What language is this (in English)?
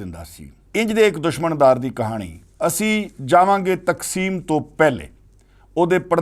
Western Panjabi